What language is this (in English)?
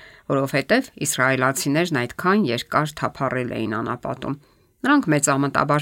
Armenian